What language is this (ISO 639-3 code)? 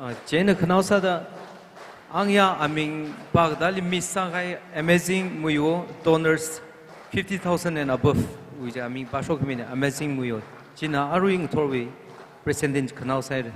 nmf